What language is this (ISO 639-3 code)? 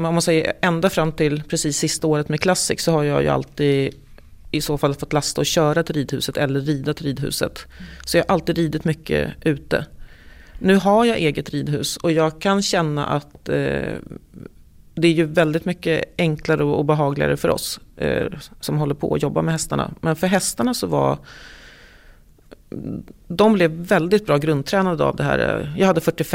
swe